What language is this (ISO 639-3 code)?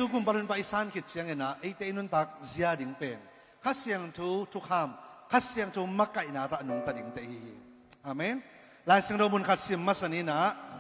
ctd